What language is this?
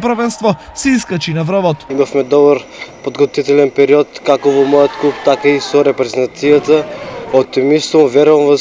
Macedonian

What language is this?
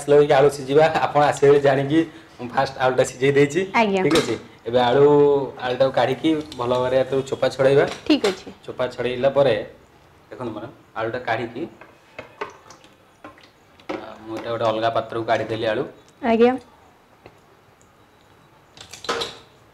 Odia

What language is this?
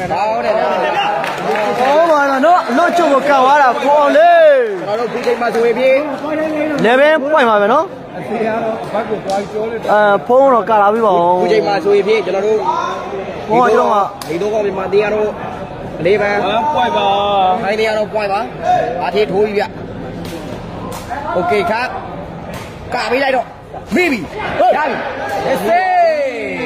Burmese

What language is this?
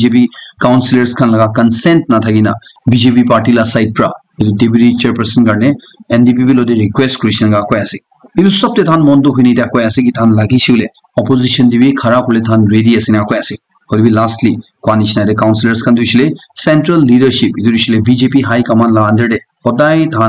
Naga Pidgin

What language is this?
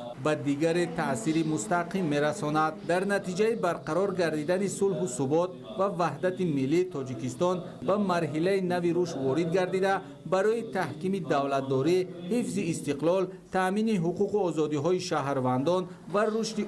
Tajik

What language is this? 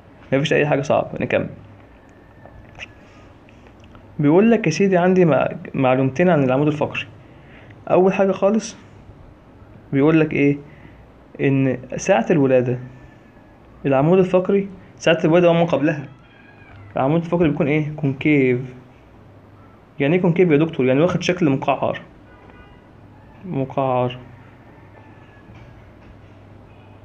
Egyptian Arabic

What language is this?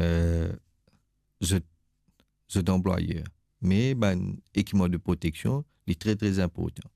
Morisyen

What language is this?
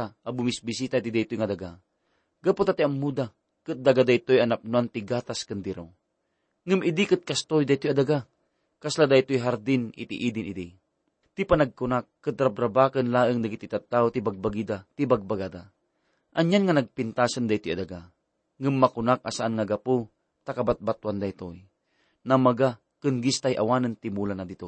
Iloko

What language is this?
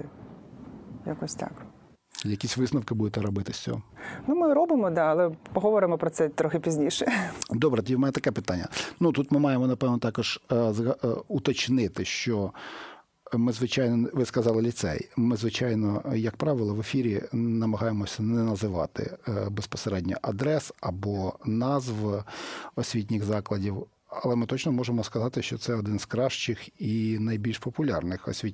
Ukrainian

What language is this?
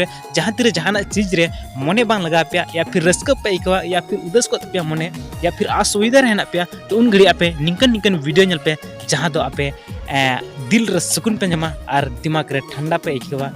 Santali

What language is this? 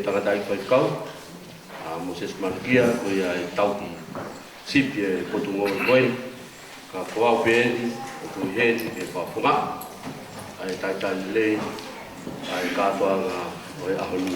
Tongan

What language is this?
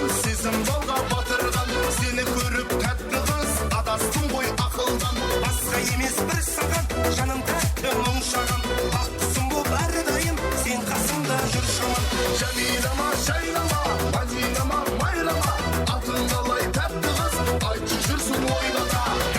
Kara-Kalpak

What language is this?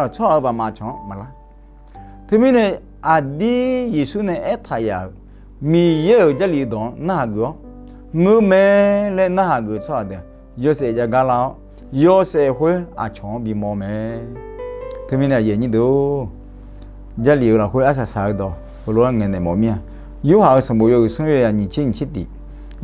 Akha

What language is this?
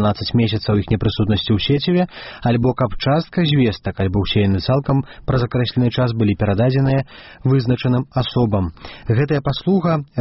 Belarusian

